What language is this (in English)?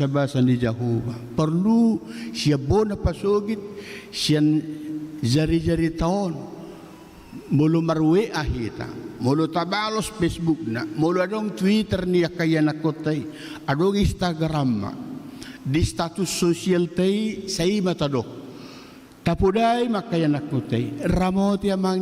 Batak Toba